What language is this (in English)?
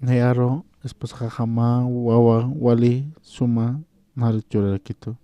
Aymara